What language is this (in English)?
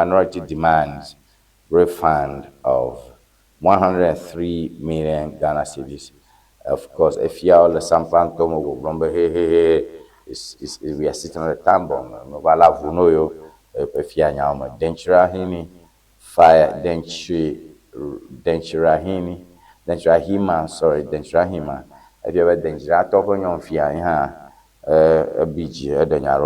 Ewe